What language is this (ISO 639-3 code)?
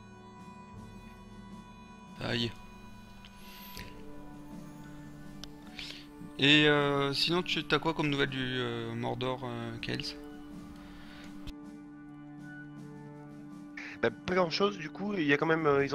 fra